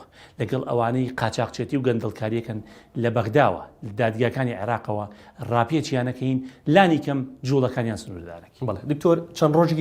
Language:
Central Kurdish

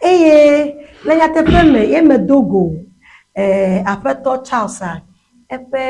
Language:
Ewe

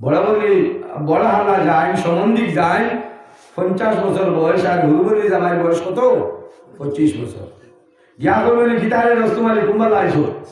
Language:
Sylheti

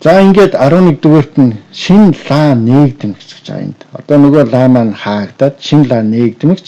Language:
Mongolian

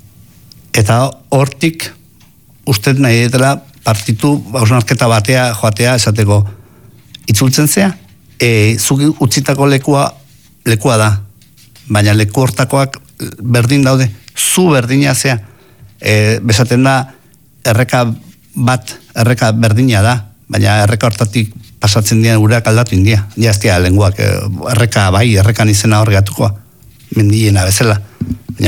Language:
Basque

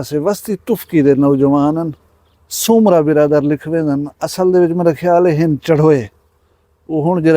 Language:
Saraiki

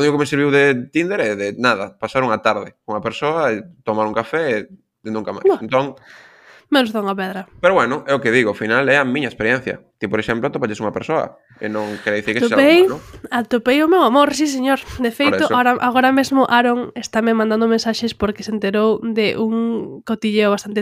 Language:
Galician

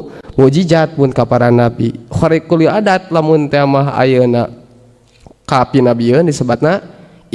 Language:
Sundanese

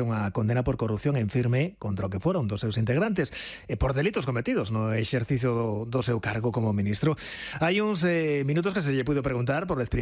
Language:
Galician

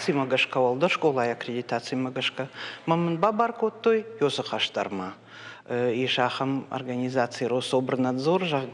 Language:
Ossetic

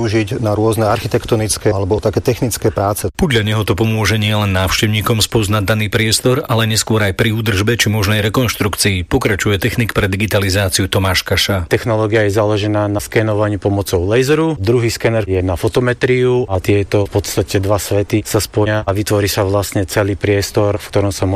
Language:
Slovak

